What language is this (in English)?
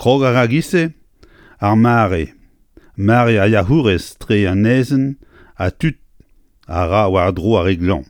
Breton